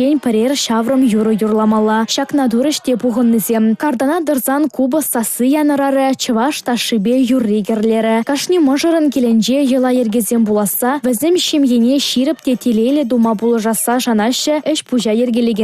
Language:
Chuvash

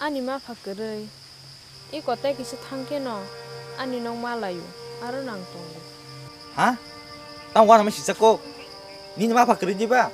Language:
Kok Borok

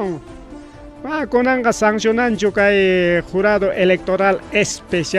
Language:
Ayacucho Quechua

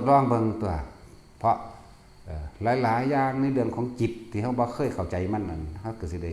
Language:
Northeastern Thai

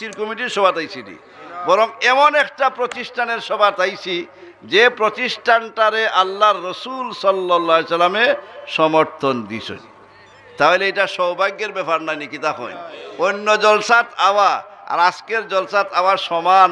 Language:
Sylheti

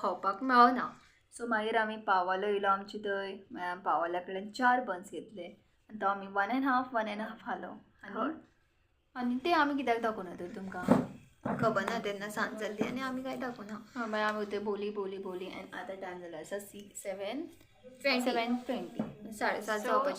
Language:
Konkani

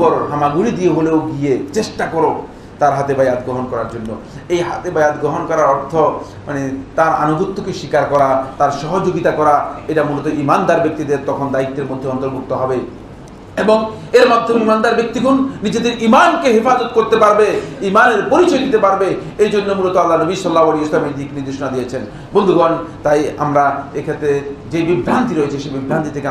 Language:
Bangla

